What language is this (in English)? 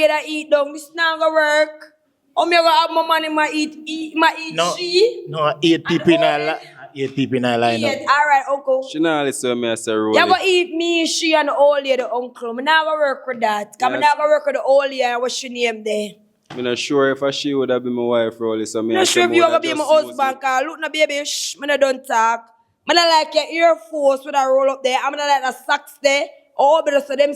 Jamaican Creole English